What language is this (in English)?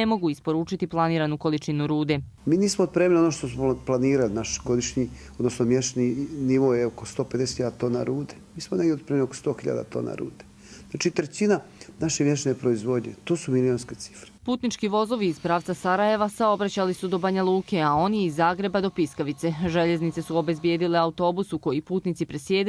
Bosnian